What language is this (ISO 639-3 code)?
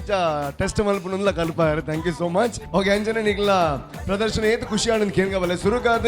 tcy